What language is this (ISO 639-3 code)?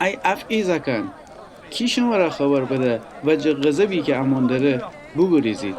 glk